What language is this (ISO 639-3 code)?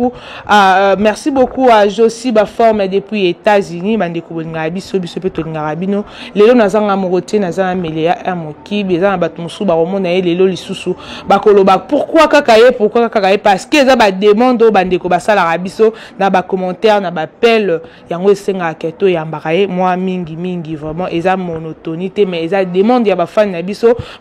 lin